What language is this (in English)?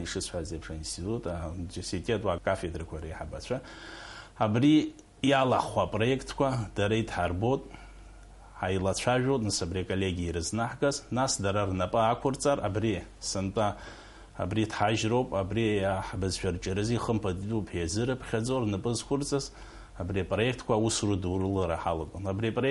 Abkhazian